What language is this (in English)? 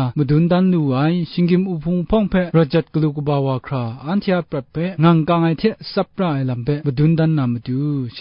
Kachin